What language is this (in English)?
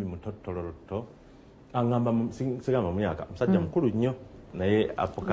Ganda